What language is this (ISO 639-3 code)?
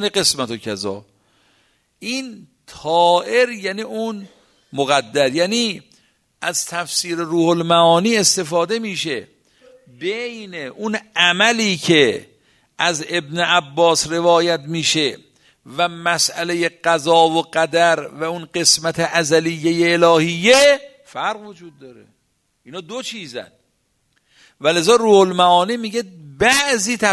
fas